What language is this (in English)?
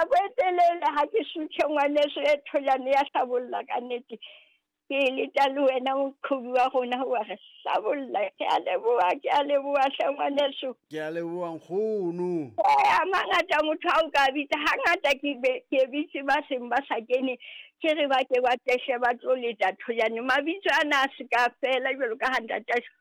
Southern Sotho